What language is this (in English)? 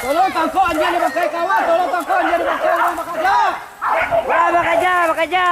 Minangkabau